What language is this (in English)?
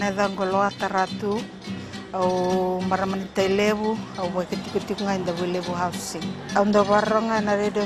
Fijian